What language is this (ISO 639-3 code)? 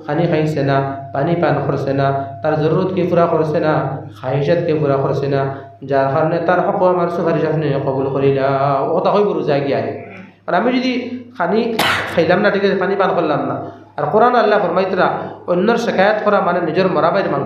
syl